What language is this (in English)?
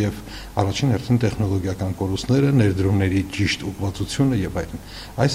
Armenian